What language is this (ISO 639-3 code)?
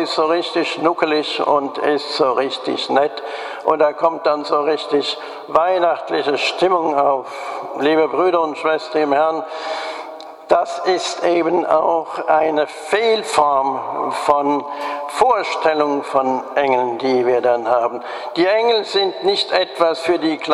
deu